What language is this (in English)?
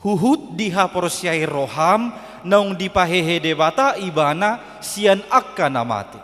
Batak Toba